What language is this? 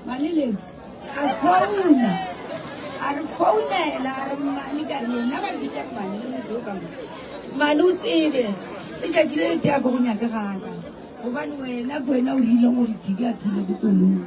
Northern Sotho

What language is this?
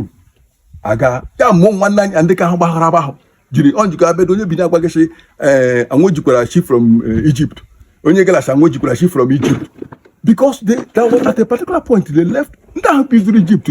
Igbo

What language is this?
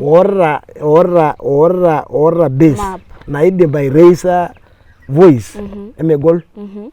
Masai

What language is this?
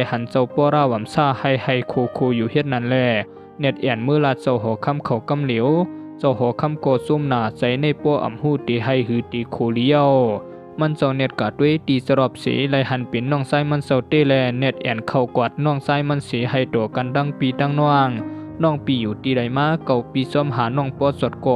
Shan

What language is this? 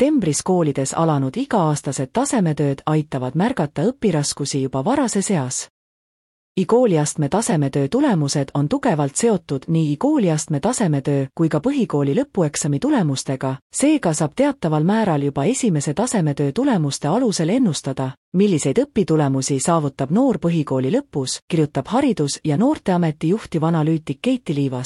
Estonian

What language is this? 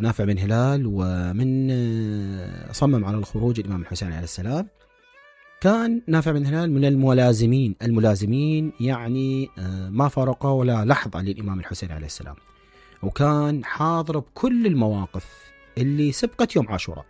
Mesopotamian Arabic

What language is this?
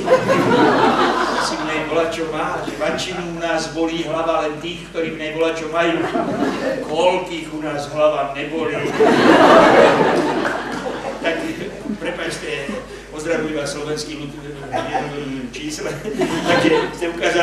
Slovak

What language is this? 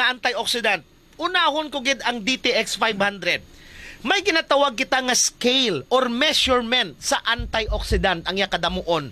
Hiligaynon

